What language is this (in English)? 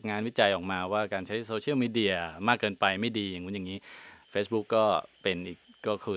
Thai